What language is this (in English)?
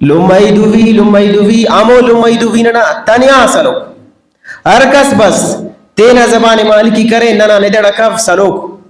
Brahui